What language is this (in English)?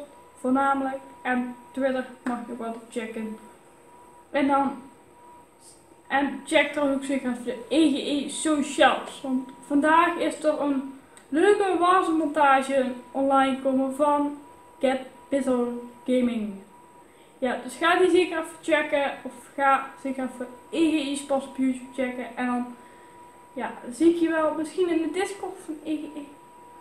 Dutch